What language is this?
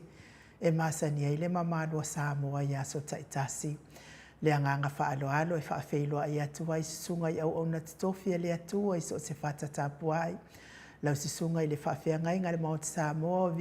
Samoan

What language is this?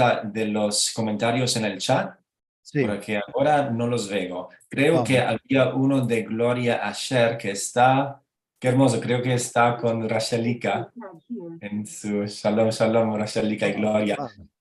Ladino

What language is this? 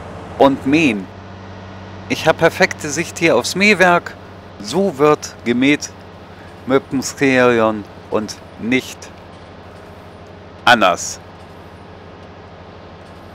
German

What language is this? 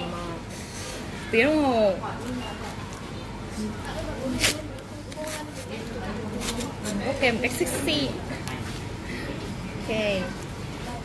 Vietnamese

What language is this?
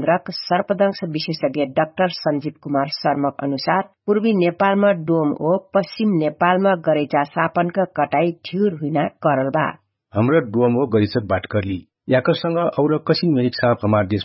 Dangaura Tharu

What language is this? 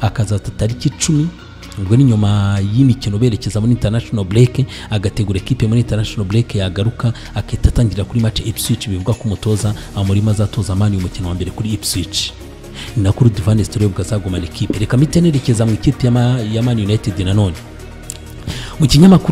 Kinyarwanda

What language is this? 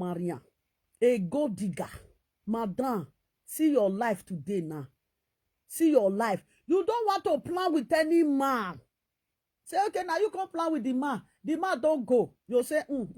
Nigerian Pidgin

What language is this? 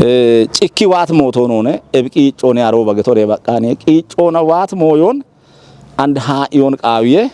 Kafa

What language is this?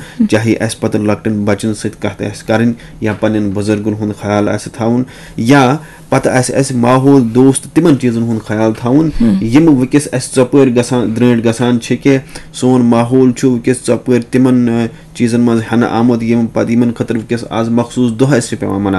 Kashmiri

